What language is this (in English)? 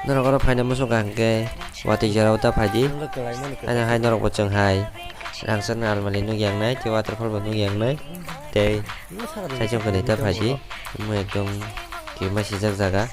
Kok Borok